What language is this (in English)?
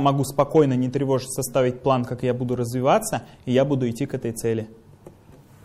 Russian